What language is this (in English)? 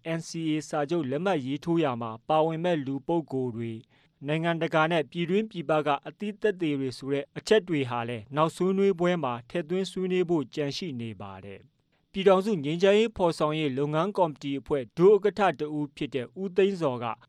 Burmese